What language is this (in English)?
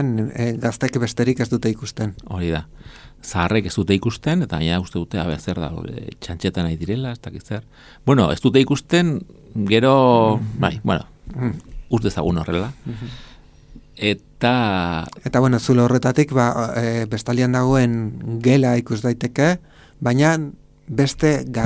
Basque